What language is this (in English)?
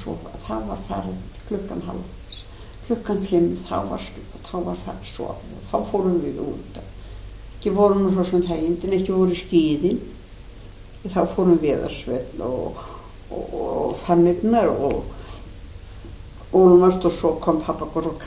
Icelandic